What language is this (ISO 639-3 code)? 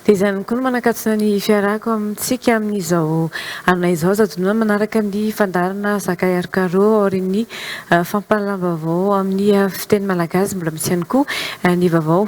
mlg